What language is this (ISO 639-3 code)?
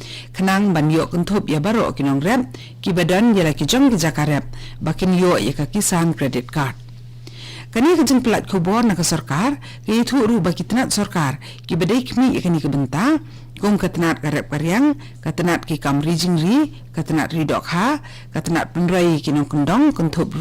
kha